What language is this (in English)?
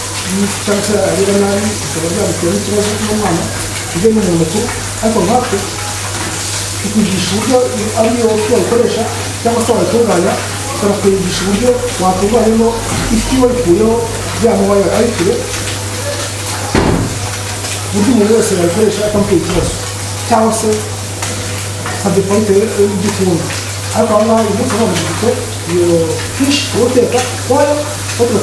Kinyarwanda